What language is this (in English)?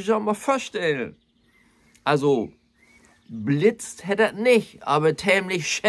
Low German